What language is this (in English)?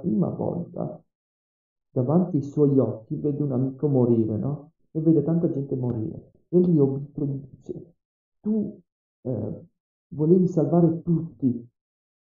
Italian